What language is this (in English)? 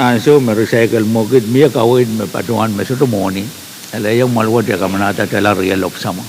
Pohnpeian